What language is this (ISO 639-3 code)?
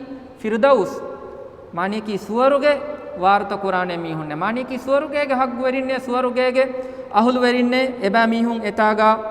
div